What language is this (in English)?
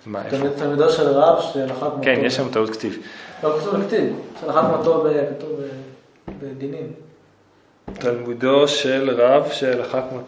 Hebrew